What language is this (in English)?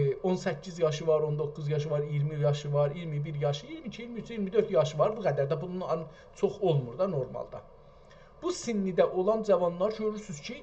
South Azerbaijani